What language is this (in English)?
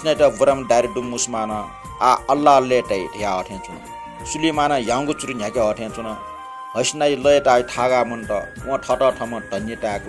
Newari